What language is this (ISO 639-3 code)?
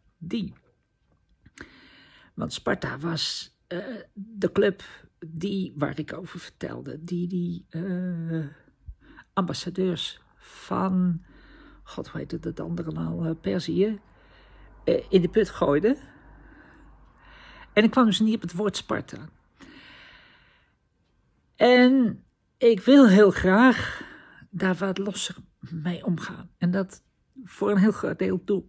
nld